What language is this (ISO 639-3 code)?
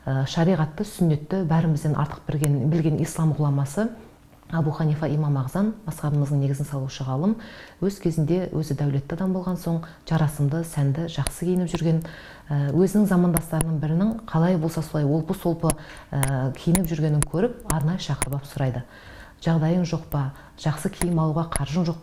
kaz